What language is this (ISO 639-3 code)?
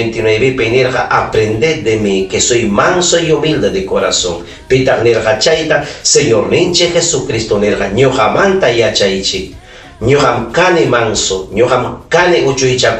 quy